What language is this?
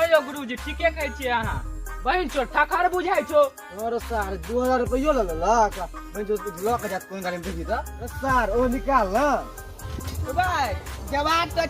Maithili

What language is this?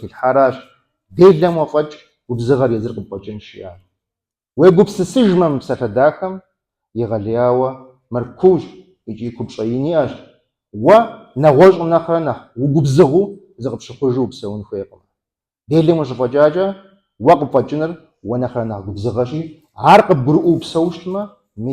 Kabardian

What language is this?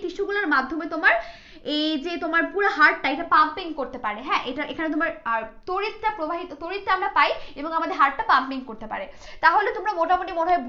Bangla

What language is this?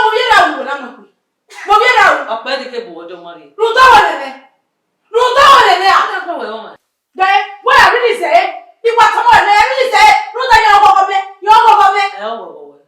Bini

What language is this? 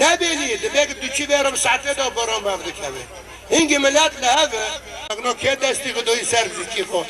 Kurdish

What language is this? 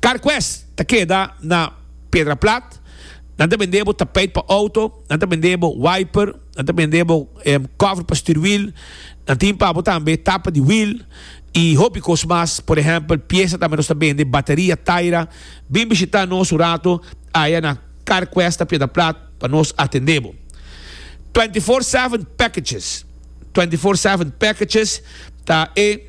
Papiamento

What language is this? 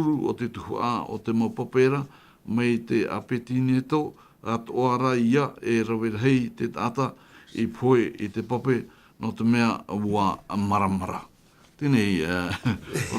Tahitian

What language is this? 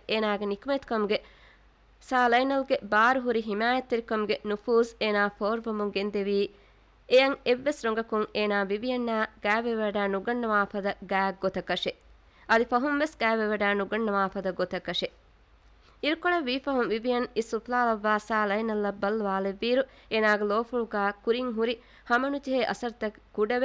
Divehi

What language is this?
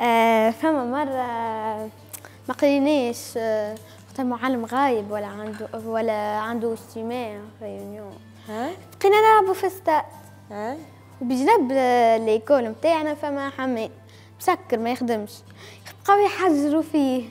Tunisian Arabic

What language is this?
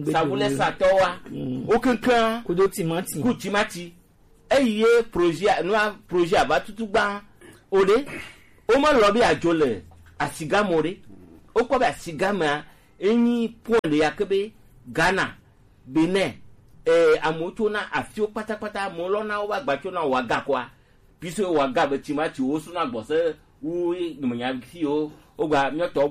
Gen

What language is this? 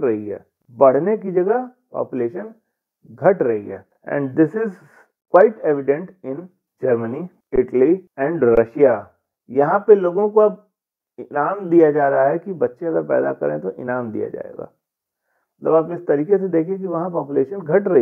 Hindi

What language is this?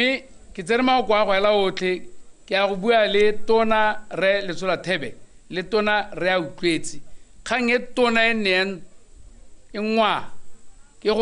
Tswana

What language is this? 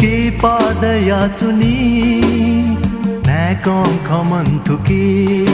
Newari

